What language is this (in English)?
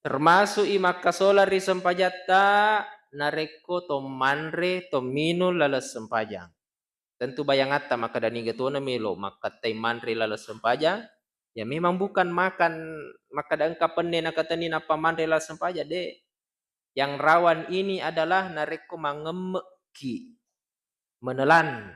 Buginese